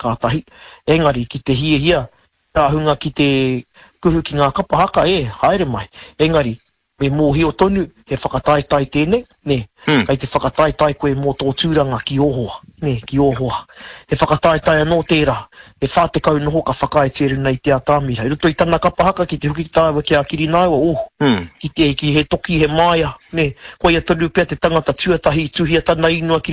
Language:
Māori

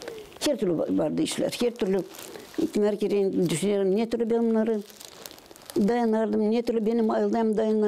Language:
Gagauz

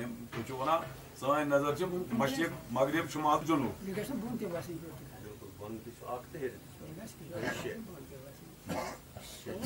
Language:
Kashmiri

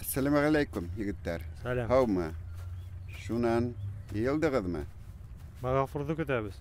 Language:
Bashkir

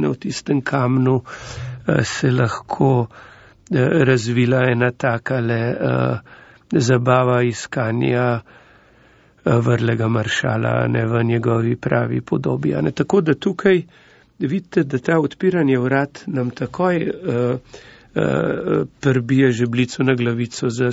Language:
Slovenian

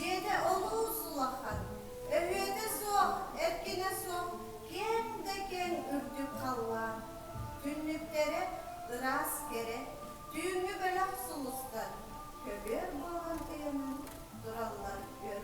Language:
Yakut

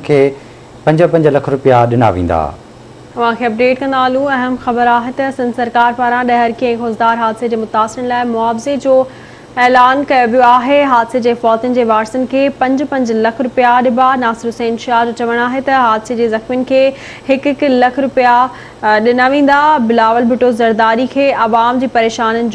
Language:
Sindhi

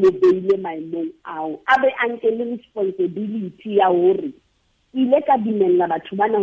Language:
Southern Sotho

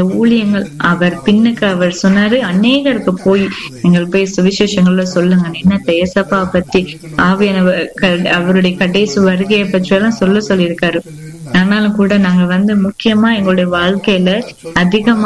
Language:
Tamil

